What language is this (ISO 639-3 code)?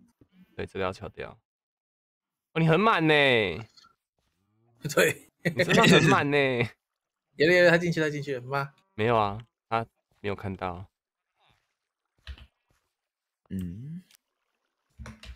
zho